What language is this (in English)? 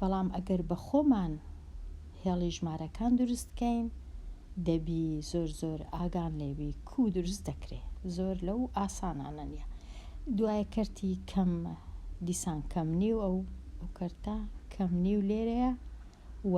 Central Kurdish